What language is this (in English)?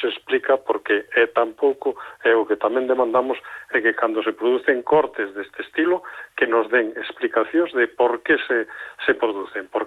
Galician